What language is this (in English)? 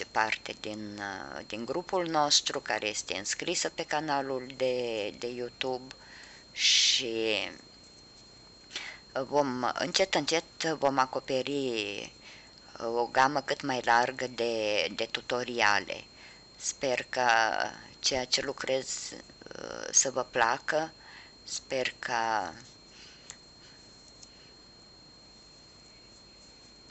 Romanian